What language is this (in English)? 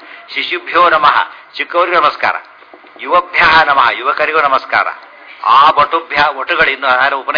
Kannada